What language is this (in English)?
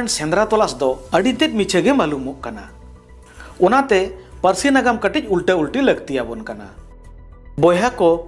Santali